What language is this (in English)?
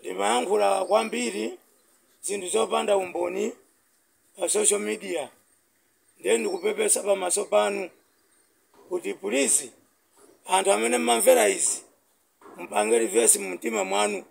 Nyanja